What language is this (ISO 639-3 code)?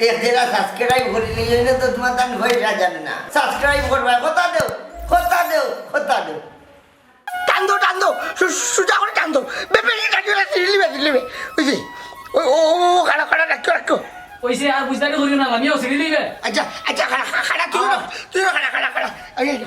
syl